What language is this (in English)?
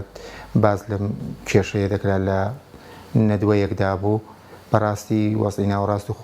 Central Kurdish